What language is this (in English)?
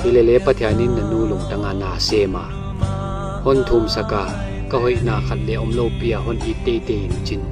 Paite Chin